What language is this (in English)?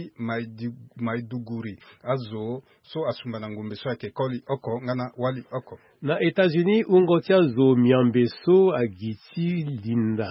Sango